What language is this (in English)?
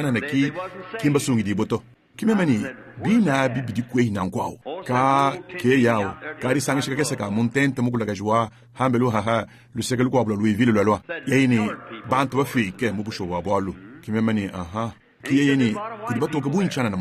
Luba-Lulua